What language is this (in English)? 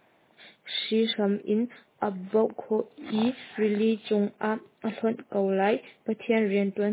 Hakha Chin